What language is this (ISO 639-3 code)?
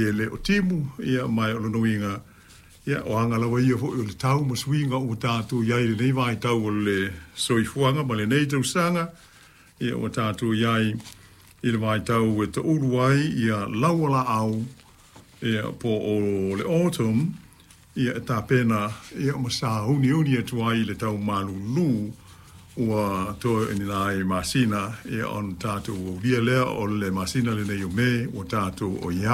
smo